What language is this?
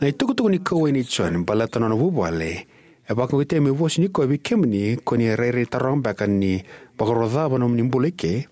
Fijian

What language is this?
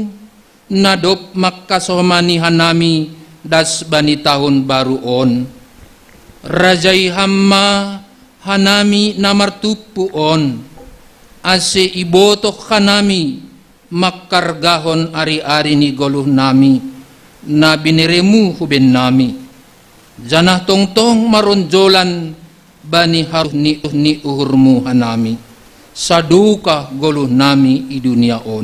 Batak Simalungun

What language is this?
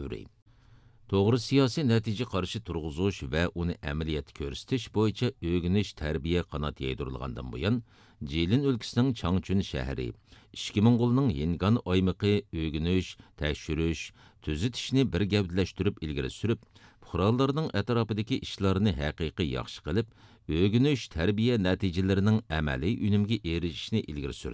Uyghur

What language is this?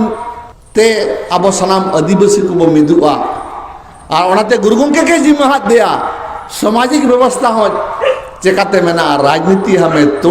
Santali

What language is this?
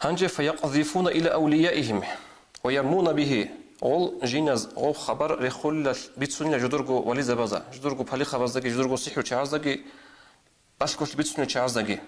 Avaric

